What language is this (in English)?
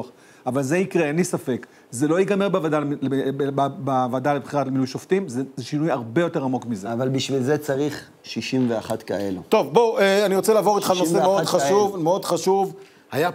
Hebrew